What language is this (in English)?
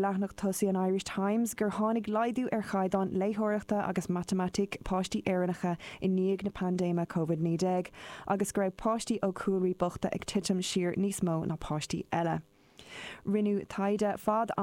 Irish